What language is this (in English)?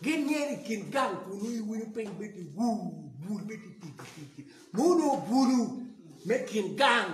Acoli